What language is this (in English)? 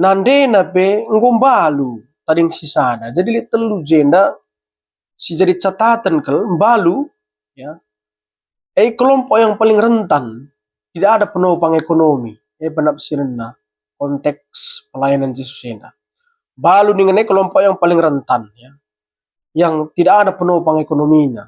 Batak Karo